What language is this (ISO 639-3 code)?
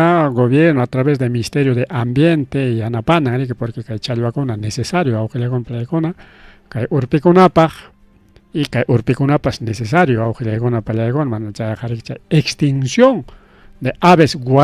quy